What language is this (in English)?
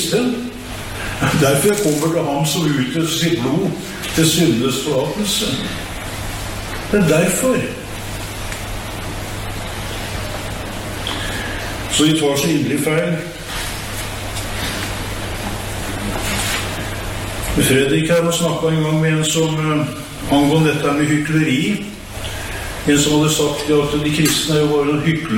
Norwegian